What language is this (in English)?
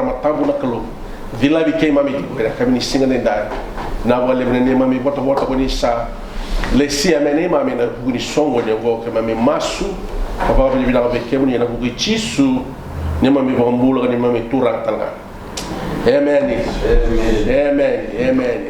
Fijian